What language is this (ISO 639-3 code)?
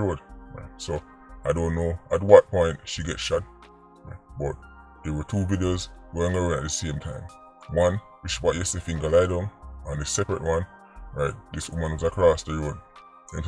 jam